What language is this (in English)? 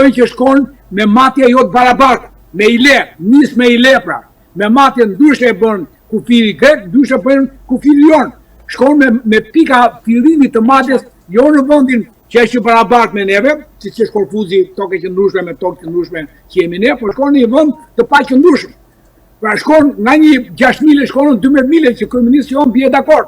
Albanian